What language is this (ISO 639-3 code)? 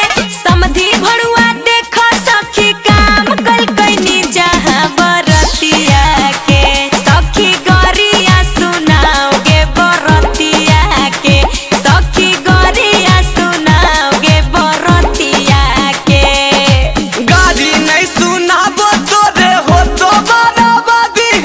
mag